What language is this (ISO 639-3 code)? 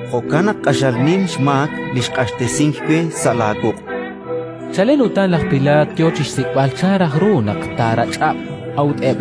kek